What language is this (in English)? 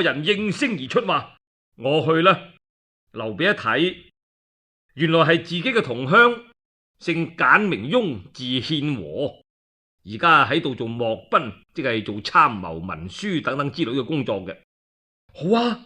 Cantonese